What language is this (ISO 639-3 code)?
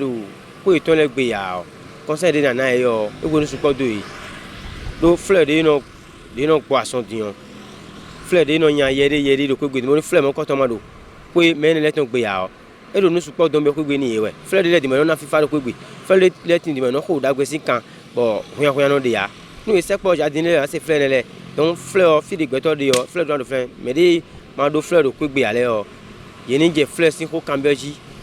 fon